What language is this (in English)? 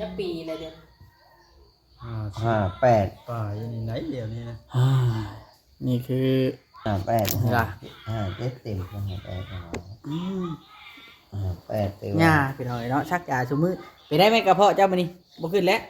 Northeastern Thai